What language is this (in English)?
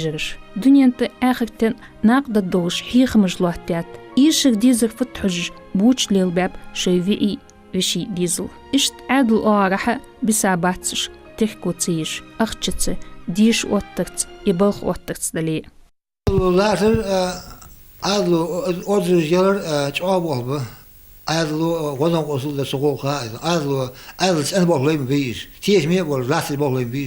Ingush